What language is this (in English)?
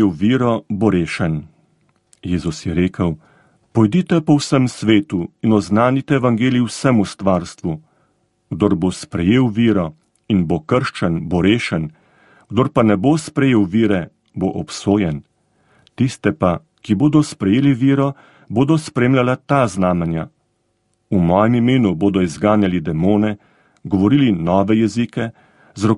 Slovenian